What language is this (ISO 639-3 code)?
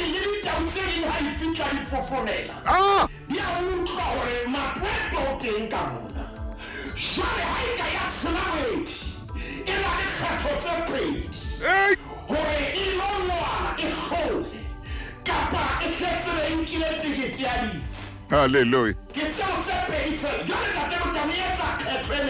sot